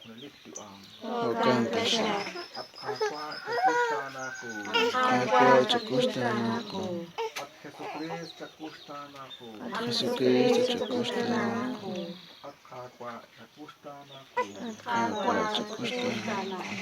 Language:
Kekchí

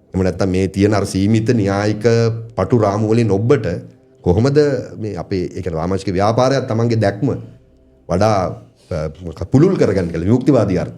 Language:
Sinhala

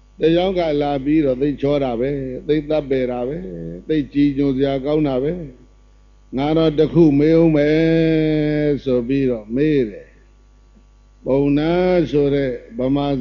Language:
Burmese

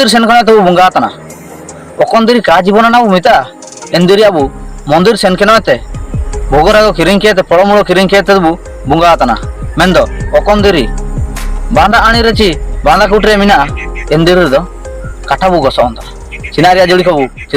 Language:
Ho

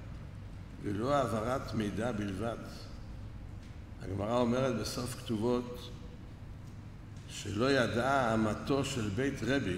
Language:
Hebrew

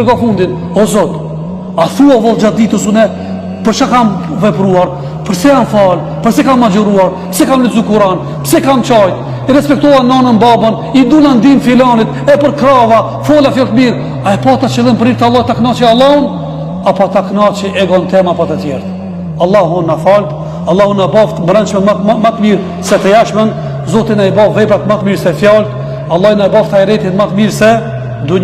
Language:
Albanian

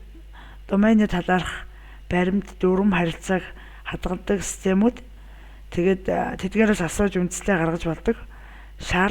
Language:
Mongolian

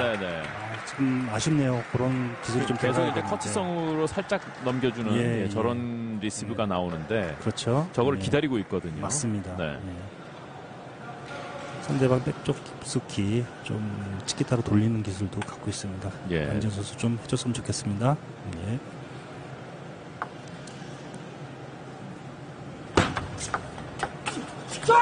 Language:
Korean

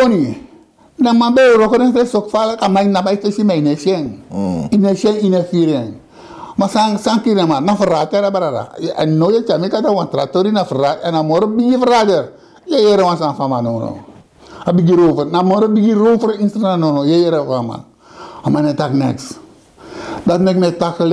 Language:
Sranan Tongo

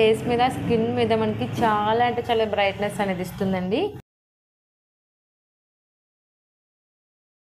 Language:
Telugu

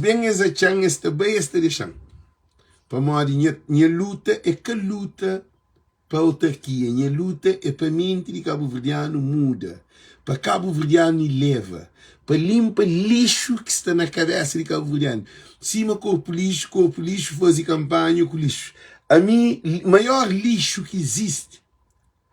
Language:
Kabuverdianu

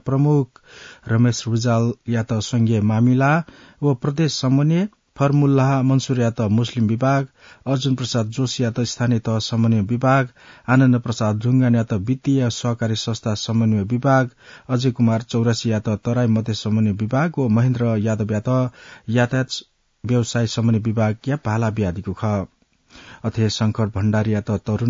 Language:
Newari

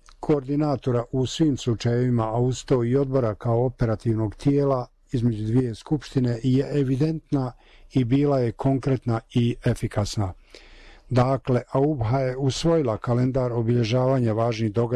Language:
Bosnian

